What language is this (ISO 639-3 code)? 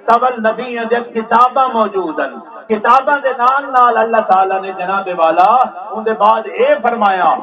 skr